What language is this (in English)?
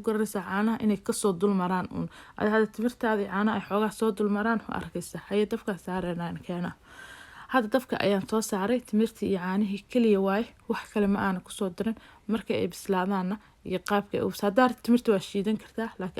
Somali